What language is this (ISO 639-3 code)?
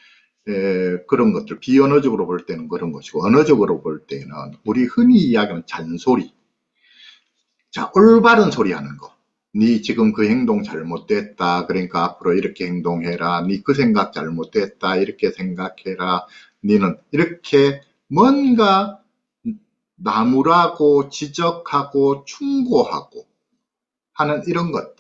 kor